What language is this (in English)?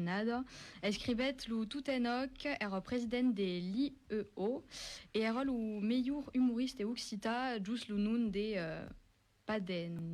Occitan